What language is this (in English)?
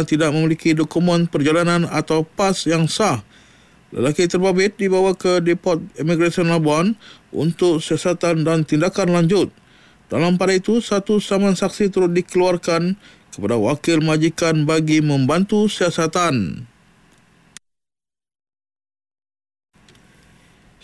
Malay